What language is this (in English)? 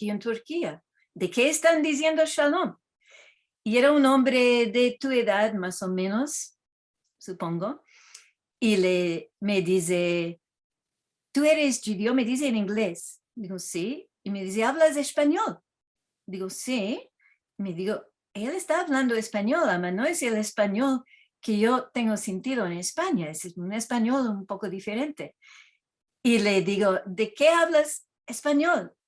Ladino